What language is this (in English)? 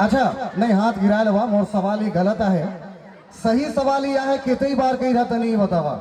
Sadri